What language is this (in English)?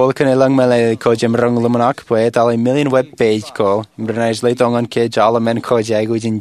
Marshallese